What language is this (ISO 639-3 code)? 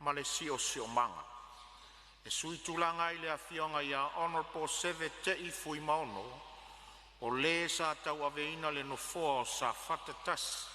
smo